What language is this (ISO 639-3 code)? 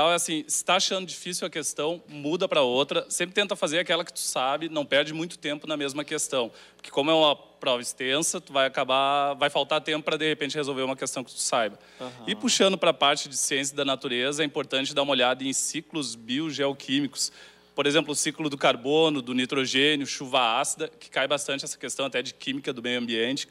por